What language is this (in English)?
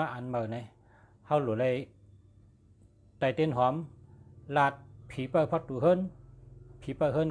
Shan